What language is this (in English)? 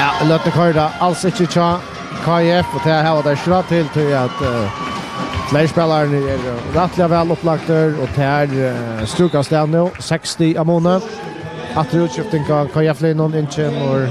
Faroese